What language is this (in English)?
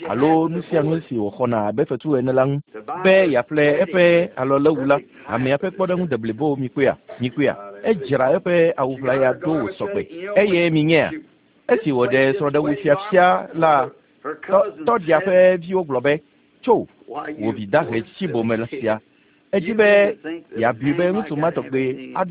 Ewe